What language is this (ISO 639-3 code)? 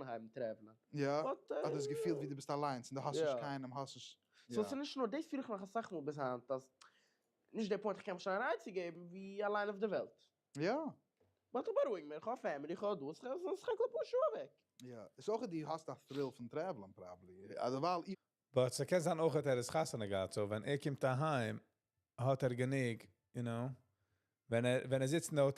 yid